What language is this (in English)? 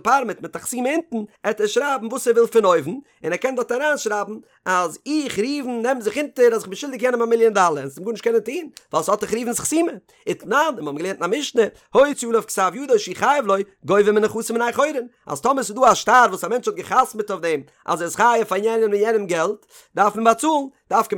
Yiddish